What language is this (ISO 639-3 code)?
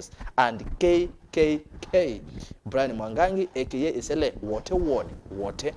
kam